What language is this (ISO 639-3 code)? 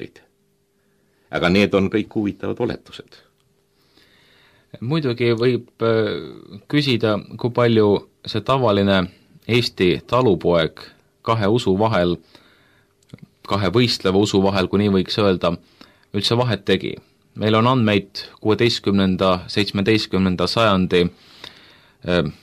est